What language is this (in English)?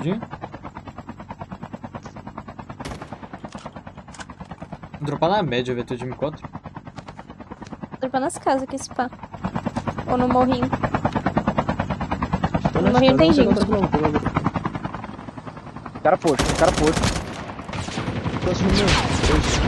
Portuguese